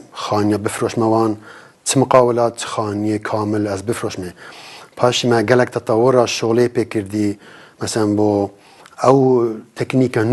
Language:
Kurdish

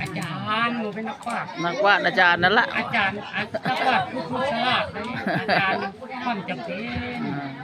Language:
Lao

